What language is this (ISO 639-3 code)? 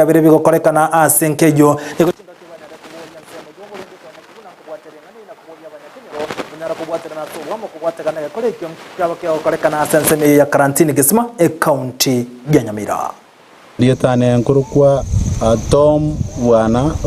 guz